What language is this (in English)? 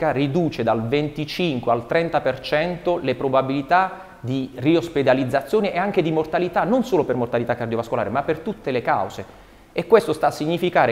Italian